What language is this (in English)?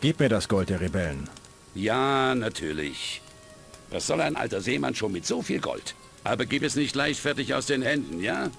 Bavarian